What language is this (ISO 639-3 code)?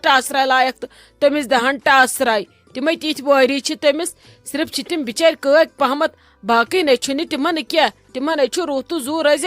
kas